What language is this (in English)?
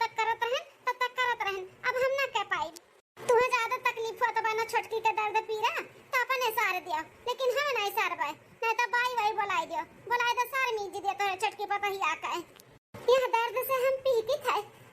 Awadhi